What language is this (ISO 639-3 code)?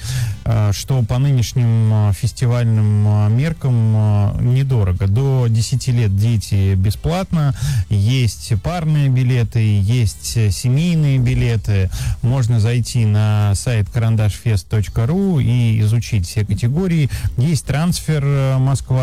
rus